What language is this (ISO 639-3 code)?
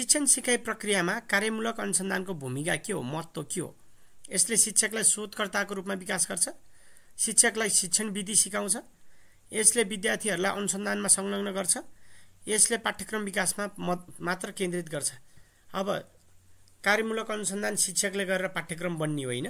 nep